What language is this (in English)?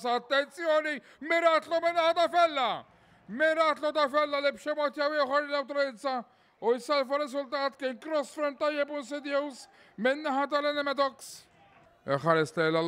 Maltese